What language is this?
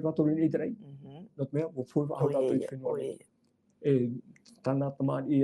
Tahitian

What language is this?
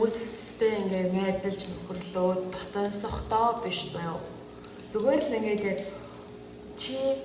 Mongolian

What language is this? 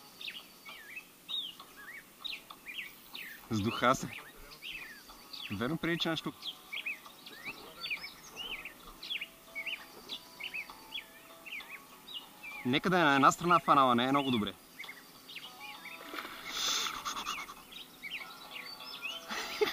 Bulgarian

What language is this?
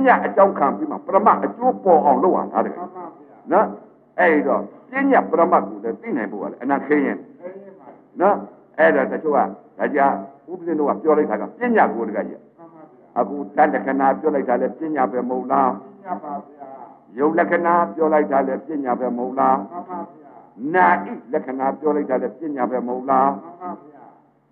Burmese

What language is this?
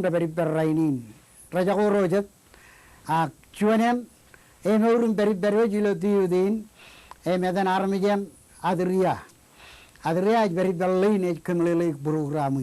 Marshallese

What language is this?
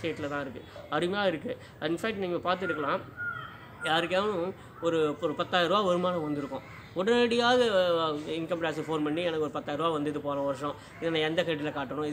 Tamil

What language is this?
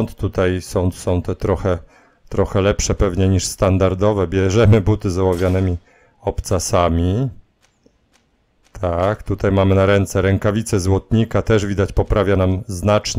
Polish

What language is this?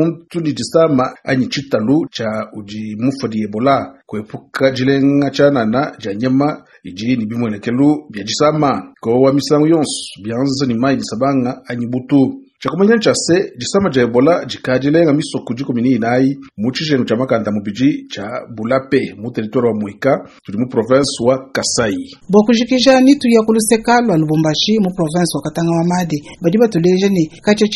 Luba-Lulua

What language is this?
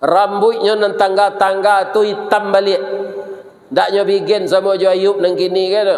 Minangkabau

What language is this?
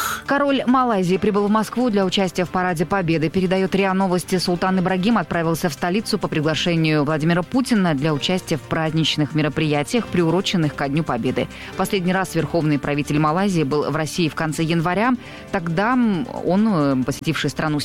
Russian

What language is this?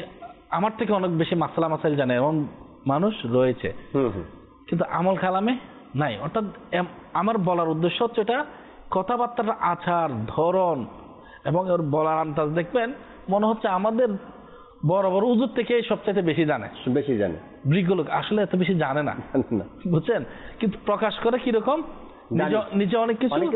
Bangla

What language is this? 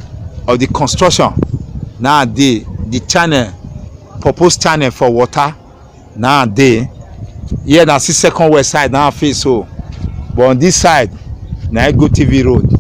Nigerian Pidgin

